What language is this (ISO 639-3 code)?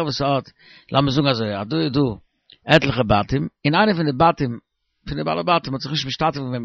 yid